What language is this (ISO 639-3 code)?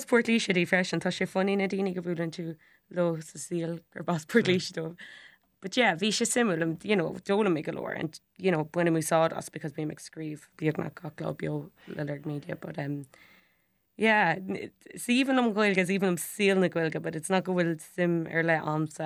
gle